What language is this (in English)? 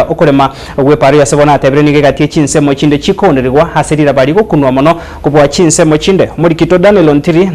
Gusii